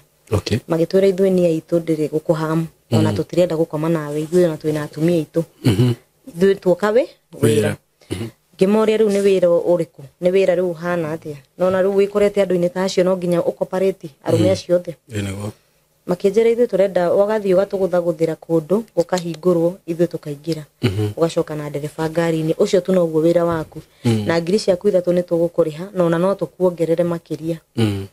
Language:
Kikuyu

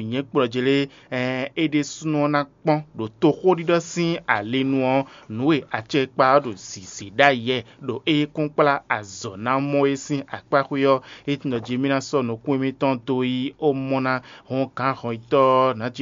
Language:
Fon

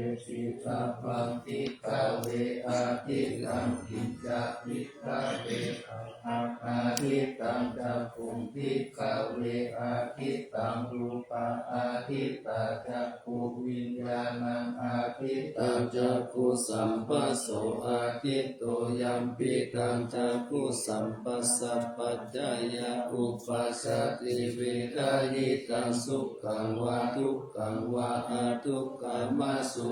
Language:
Pali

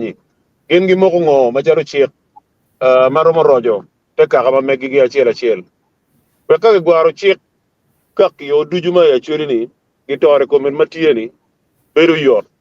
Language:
Acoli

